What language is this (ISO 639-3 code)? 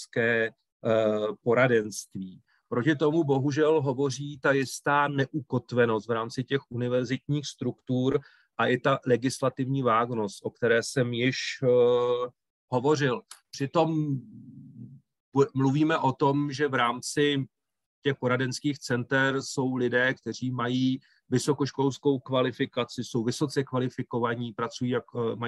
ces